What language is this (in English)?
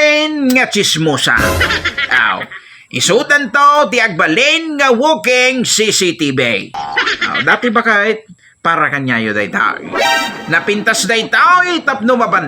Iloko